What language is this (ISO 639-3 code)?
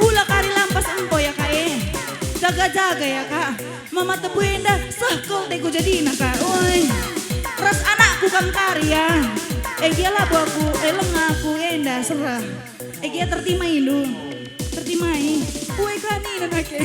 btx